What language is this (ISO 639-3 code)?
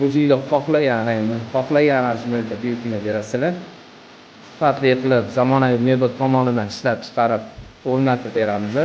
uzb